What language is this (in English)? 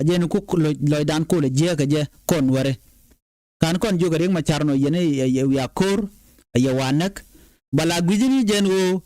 Nuer